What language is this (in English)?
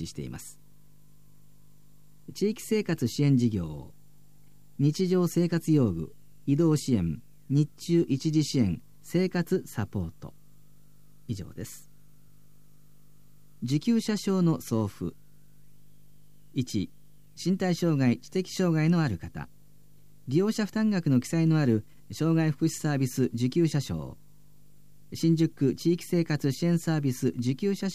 Japanese